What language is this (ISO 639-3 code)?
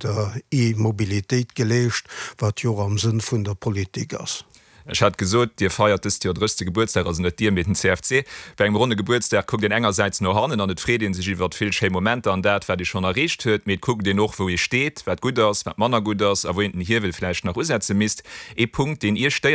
ltz